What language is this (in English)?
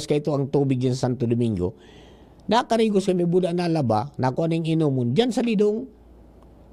Bikol